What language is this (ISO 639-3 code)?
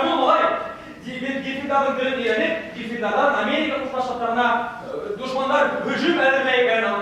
bak